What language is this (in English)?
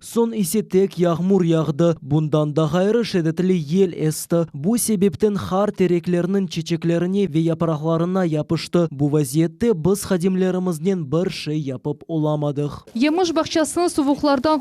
Crimean Tatar